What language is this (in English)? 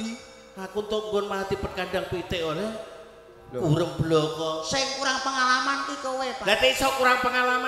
Javanese